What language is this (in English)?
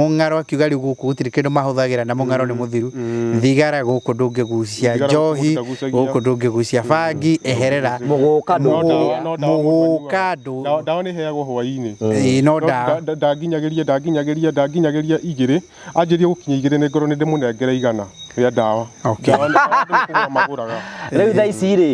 Kikuyu